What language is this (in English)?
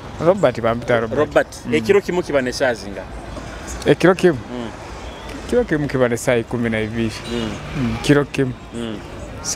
Nyoro